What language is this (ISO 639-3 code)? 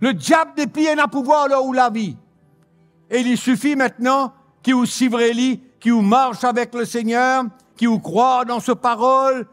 mfe